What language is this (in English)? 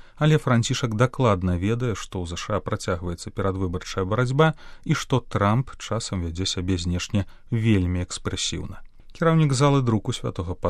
Belarusian